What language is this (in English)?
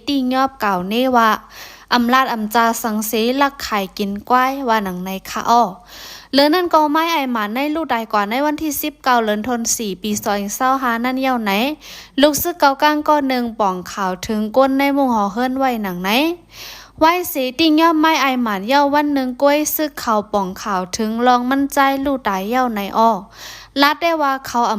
Shan